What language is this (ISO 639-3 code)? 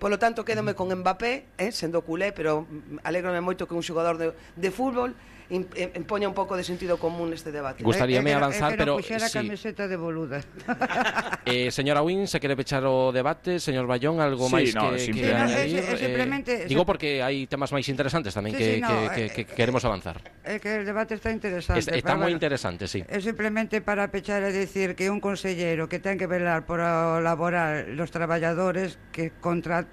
glg